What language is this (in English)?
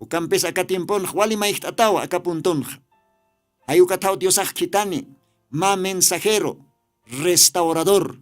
Aymara